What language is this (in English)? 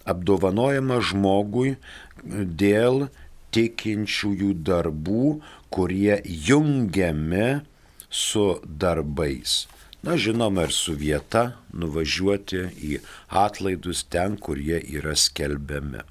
Lithuanian